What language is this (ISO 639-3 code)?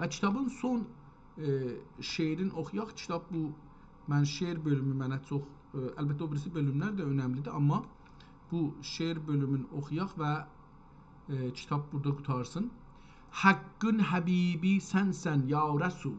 azb